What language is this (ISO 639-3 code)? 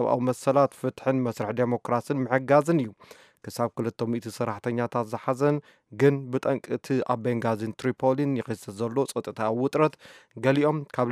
tir